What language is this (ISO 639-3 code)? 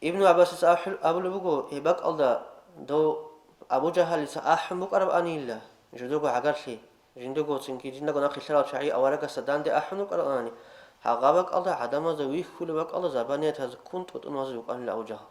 ava